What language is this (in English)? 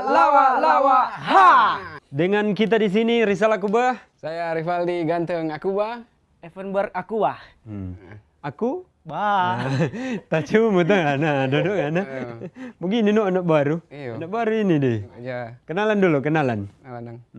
Manado Malay